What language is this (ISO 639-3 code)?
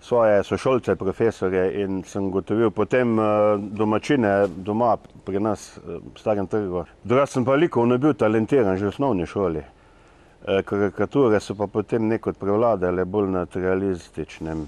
slv